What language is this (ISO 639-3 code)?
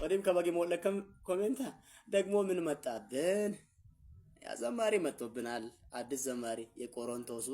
amh